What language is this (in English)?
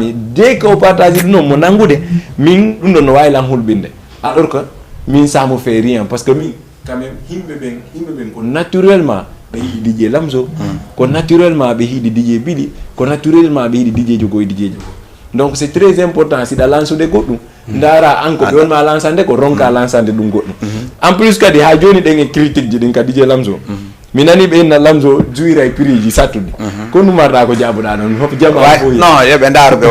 Fula